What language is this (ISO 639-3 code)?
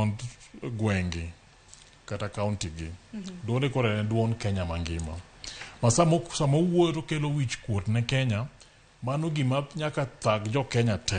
luo